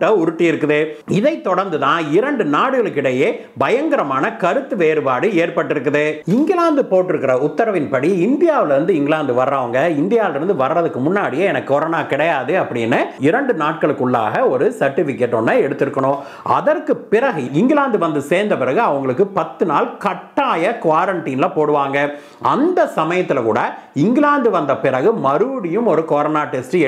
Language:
Tamil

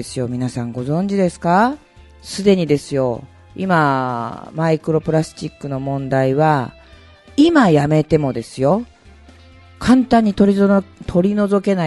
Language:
Japanese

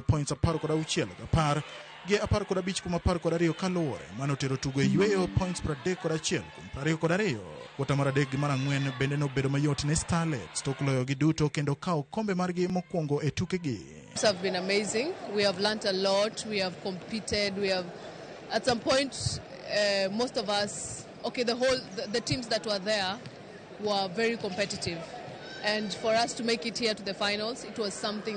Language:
Luo (Kenya and Tanzania)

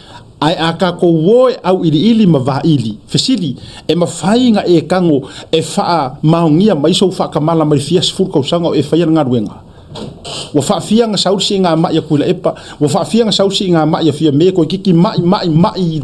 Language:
Samoan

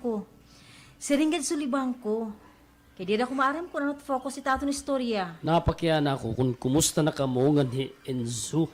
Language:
Waray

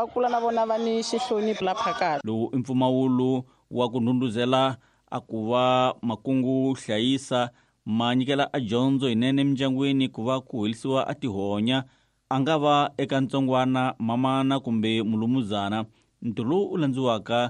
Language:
Tsonga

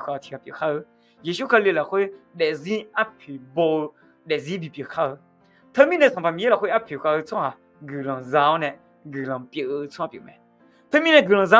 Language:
Akha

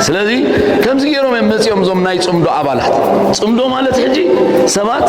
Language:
Tigrinya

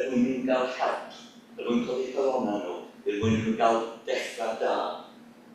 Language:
Welsh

